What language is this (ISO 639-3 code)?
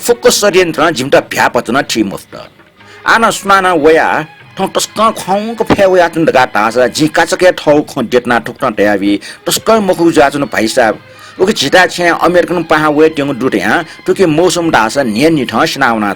new